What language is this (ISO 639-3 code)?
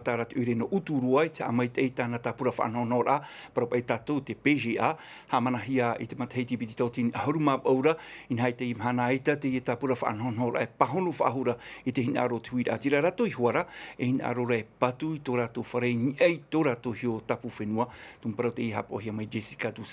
tah